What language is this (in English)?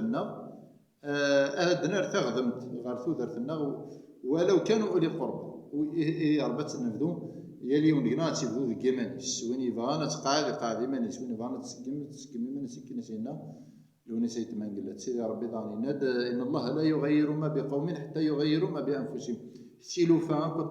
Kabyle